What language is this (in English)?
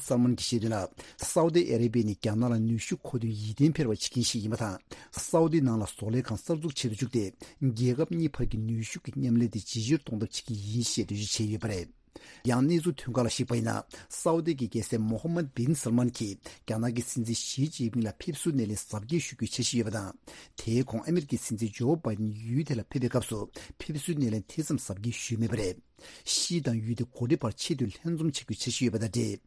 Tibetan